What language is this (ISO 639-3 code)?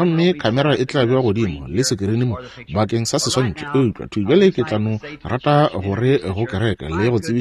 nso